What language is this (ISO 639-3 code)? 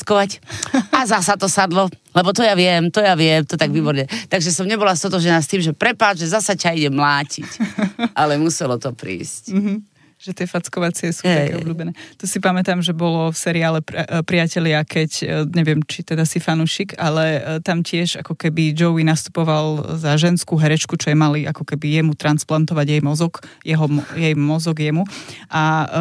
slk